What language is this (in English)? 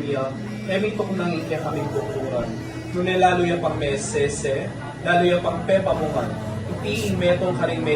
Pampanga